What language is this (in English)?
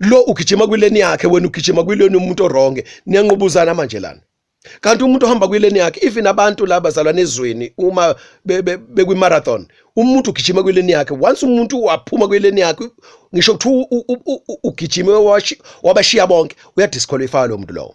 Zulu